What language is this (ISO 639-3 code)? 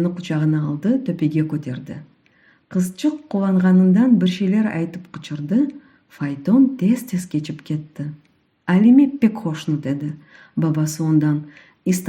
crh